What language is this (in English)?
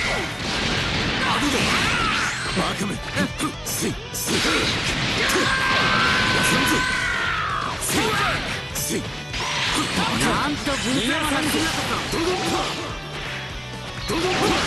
Japanese